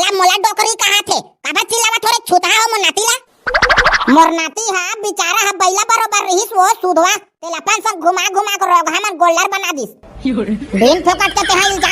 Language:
Chhattisgarhi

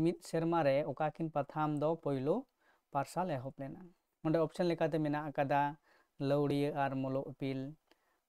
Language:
Santali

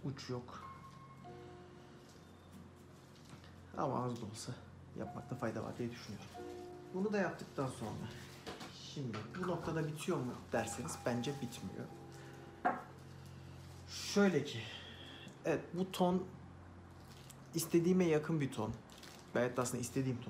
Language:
Turkish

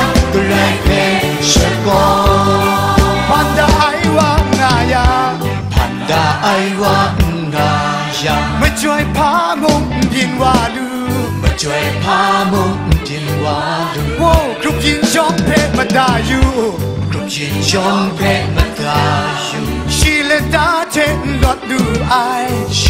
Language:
Kachin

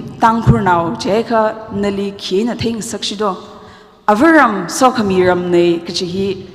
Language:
Tangkhul Naga (India)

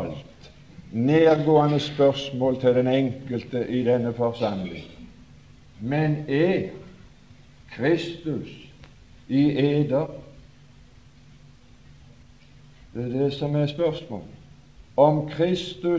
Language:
Norwegian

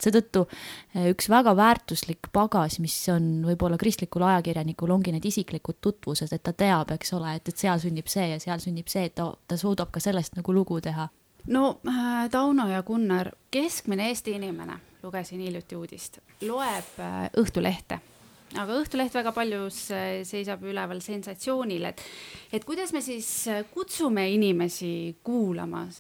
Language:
Estonian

